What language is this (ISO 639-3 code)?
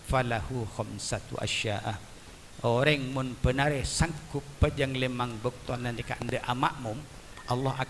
mad